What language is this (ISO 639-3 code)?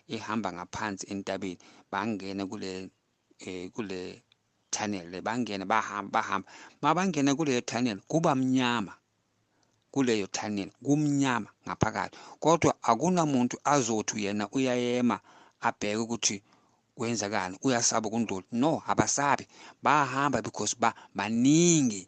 zul